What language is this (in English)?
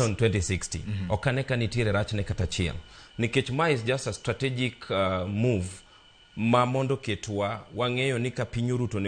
Luo (Kenya and Tanzania)